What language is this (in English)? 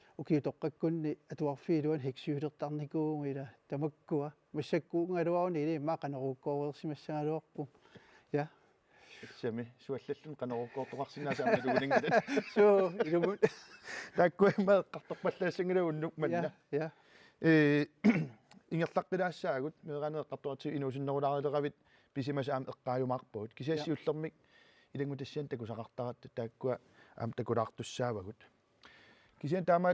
Kalaallisut